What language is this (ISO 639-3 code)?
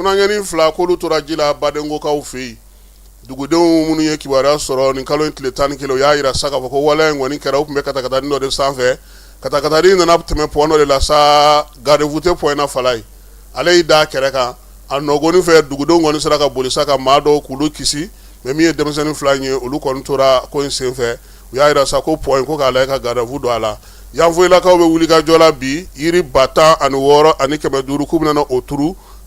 bam